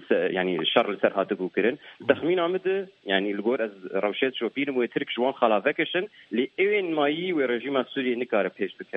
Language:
Kurdish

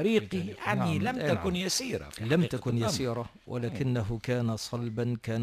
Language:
Tunisian Arabic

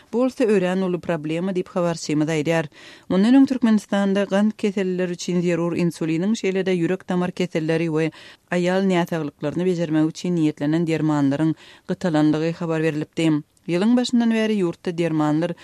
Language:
Turkmen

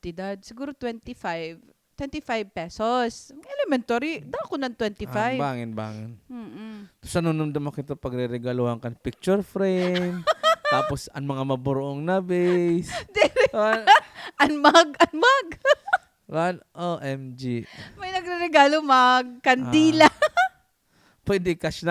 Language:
Waray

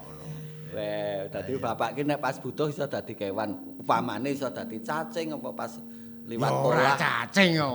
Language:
Javanese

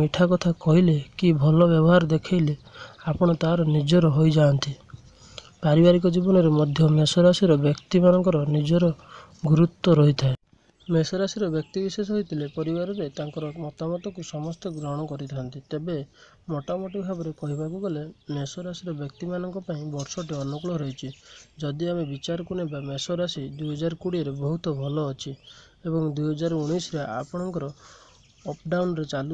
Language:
Odia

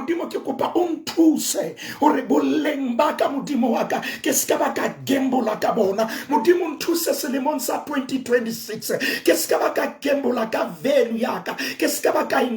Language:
Southern Sotho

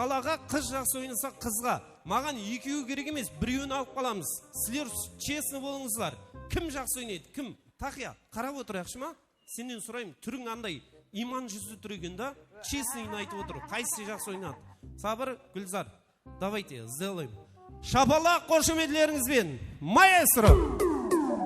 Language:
Kara-Kalpak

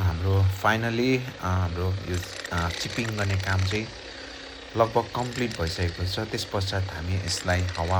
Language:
Nepali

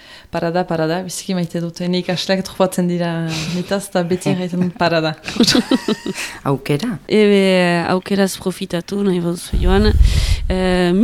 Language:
Basque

